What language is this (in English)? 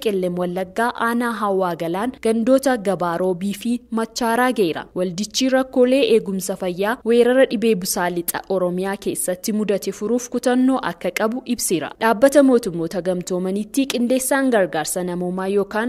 Oromo